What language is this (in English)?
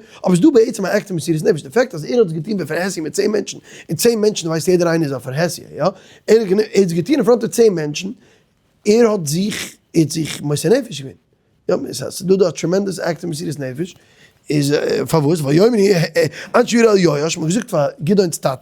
Yiddish